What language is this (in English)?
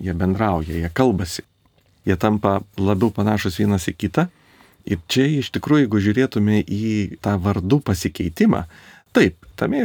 Lithuanian